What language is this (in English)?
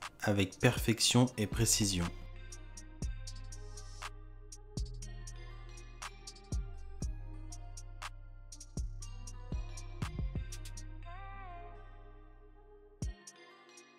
French